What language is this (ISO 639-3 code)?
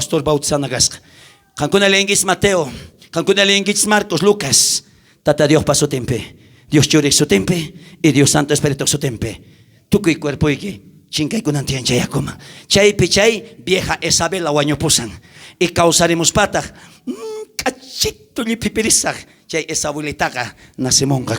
quh